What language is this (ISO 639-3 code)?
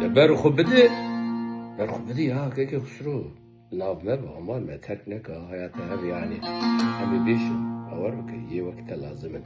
kur